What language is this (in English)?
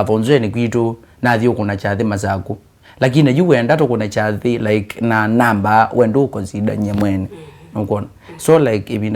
Kamba